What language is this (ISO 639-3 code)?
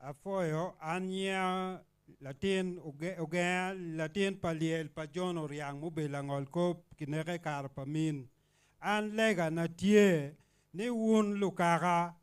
ach